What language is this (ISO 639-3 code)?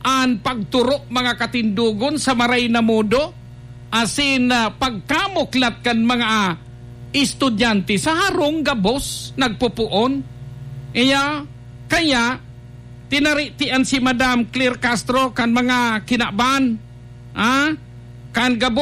bik